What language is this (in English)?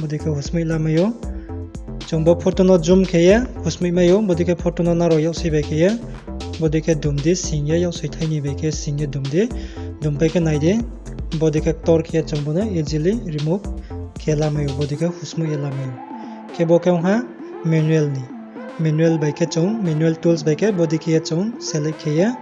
Riang (India)